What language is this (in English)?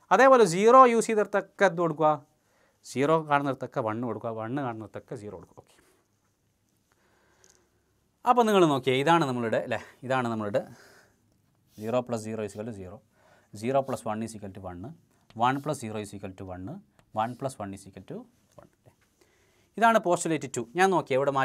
Malayalam